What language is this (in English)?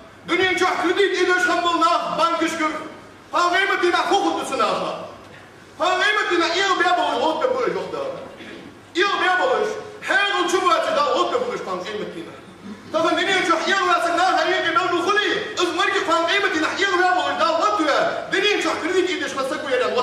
Ingush